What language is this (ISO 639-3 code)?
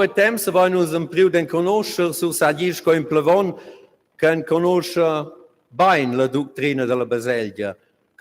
roh